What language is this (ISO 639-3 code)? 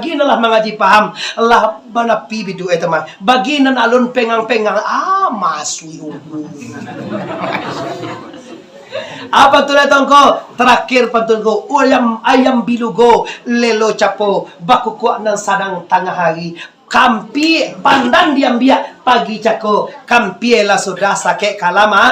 min